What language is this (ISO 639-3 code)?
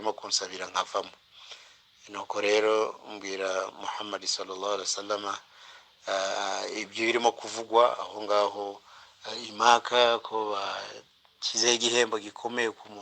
kin